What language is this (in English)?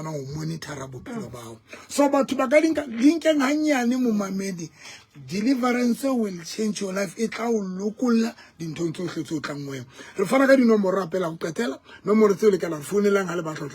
Southern Sotho